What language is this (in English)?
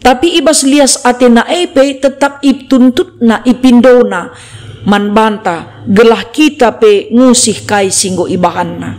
Batak Karo